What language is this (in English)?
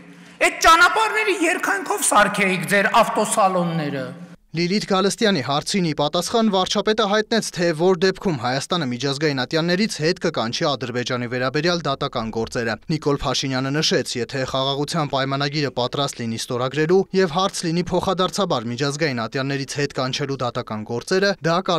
Armenian